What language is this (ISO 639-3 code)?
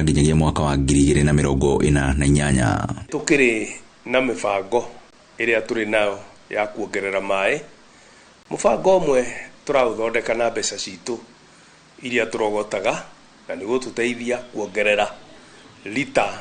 kik